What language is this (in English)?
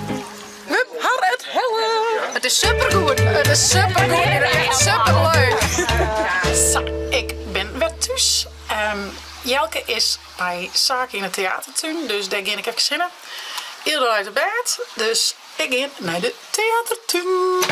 Western Frisian